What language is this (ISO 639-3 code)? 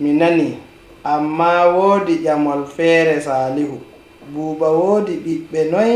ful